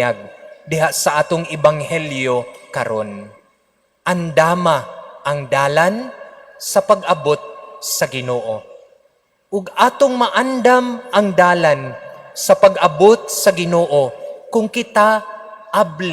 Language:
Cebuano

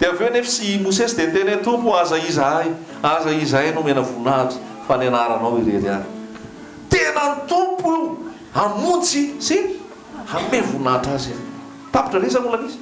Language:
Malagasy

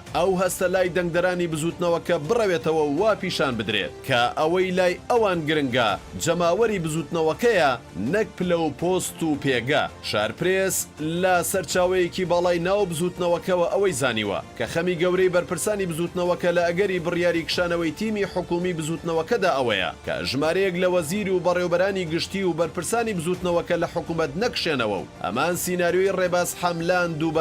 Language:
Central Kurdish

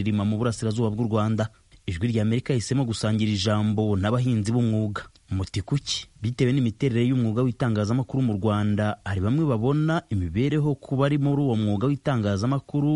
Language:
Kinyarwanda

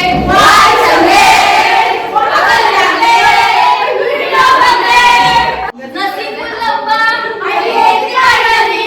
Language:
Manipuri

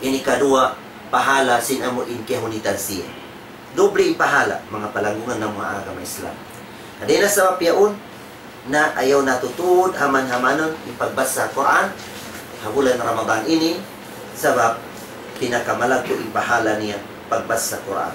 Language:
Tausug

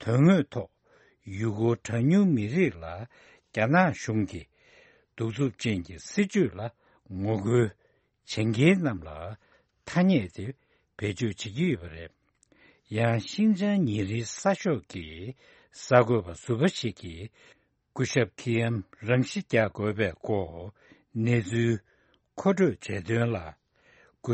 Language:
Tibetan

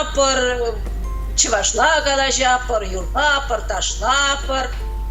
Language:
Chuvash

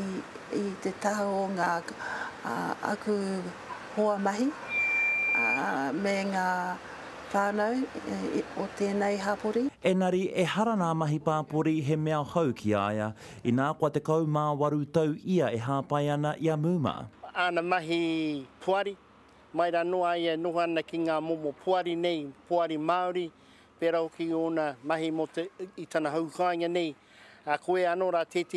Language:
Māori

